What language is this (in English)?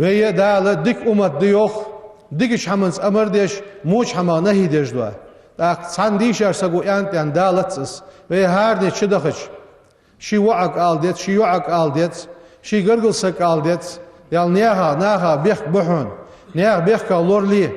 Ingush